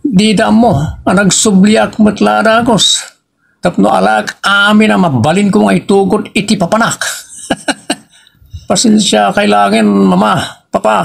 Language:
Iloko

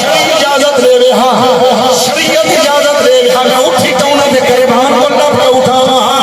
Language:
Saraiki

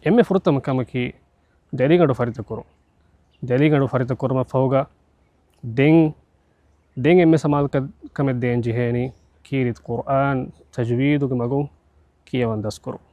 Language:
Divehi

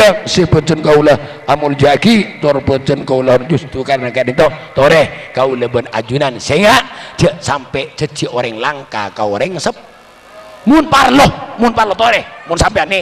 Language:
Madurese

